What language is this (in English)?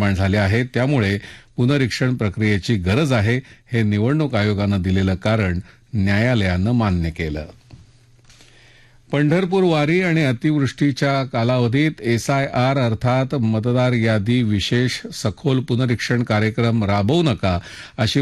Marathi